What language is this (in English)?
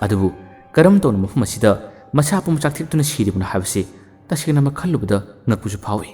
Manipuri